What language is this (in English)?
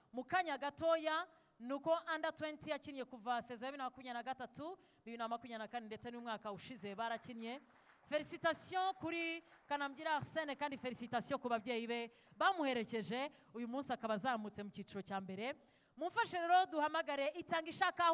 Kinyarwanda